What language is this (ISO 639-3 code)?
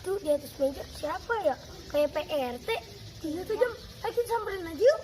bew